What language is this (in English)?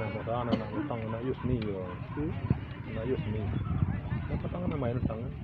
Minangkabau